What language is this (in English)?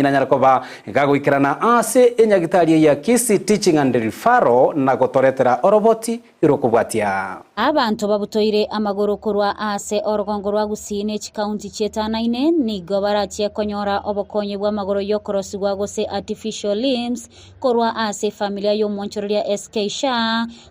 Gusii